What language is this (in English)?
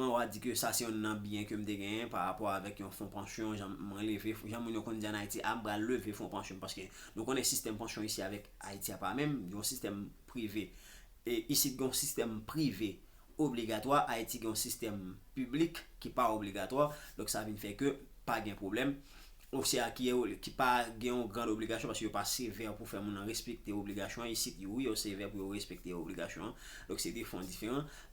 Haitian Creole